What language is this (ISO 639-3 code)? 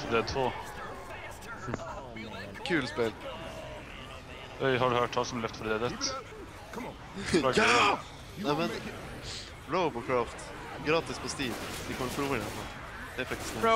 swe